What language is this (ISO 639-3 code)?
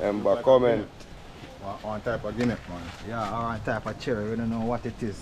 jam